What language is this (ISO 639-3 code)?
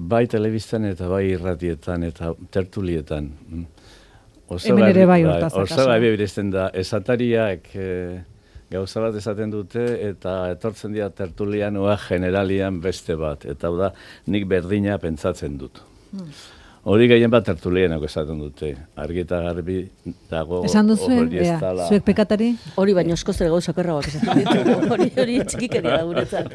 eus